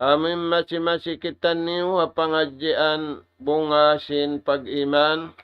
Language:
Tausug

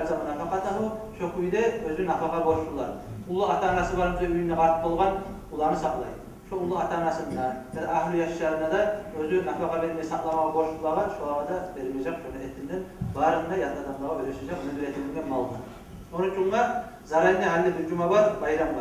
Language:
Kumyk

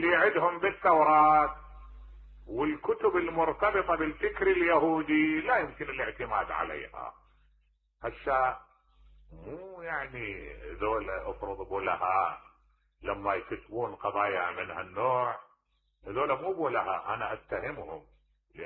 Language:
Mesopotamian Arabic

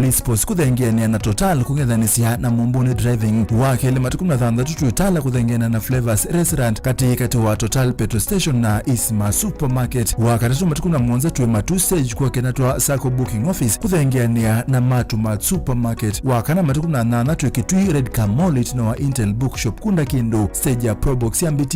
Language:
Kamba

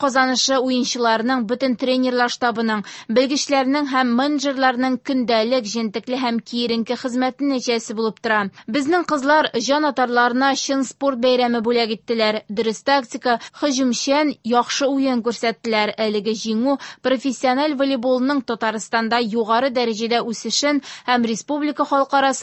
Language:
Tatar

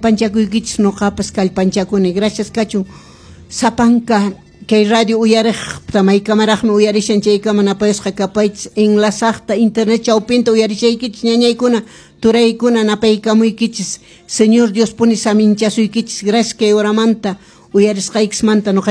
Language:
Quechua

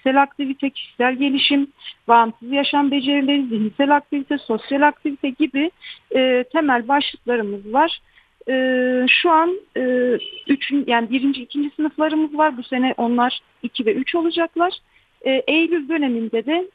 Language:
Turkish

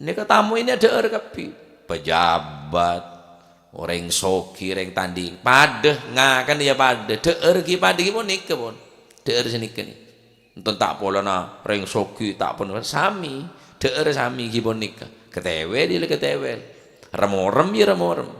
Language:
Madurese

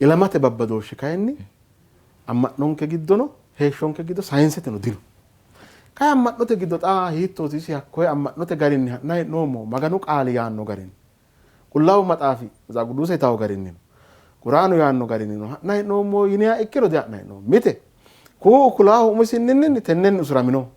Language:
Sidamo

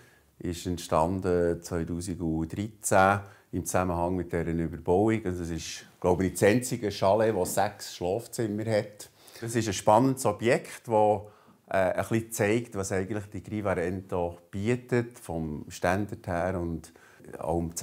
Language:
Swiss German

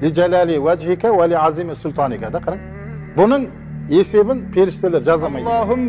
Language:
Kazakh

